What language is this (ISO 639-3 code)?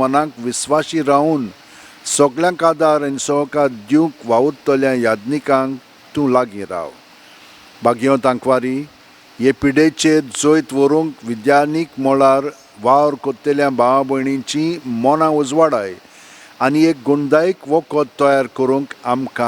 kok